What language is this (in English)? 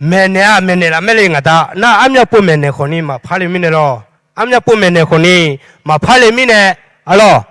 Akha